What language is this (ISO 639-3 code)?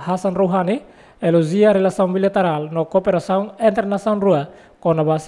tet